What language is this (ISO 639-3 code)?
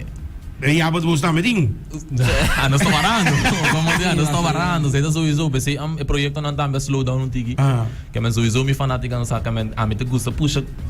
pap